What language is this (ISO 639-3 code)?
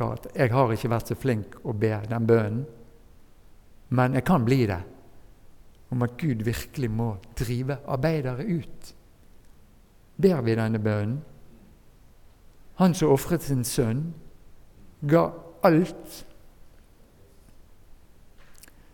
nor